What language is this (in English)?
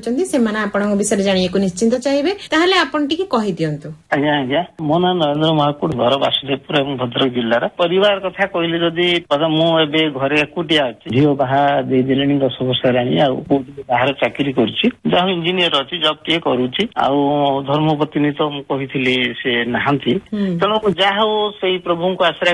Odia